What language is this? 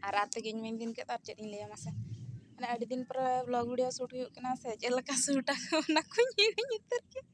Santali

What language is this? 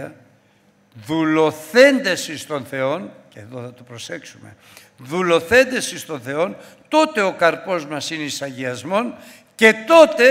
Greek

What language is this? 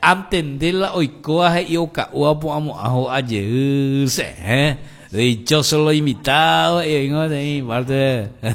Guarani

